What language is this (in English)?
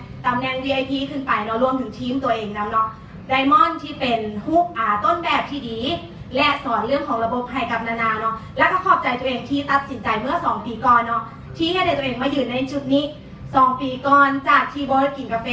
Lao